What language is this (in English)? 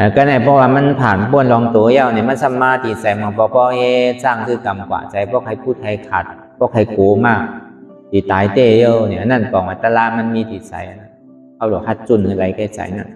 Shan